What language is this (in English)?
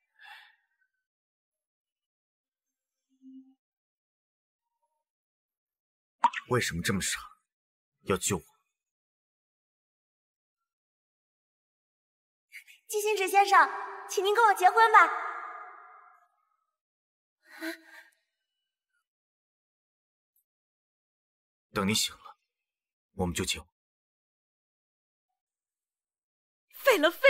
Chinese